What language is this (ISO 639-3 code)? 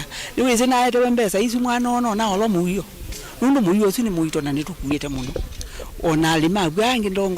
kam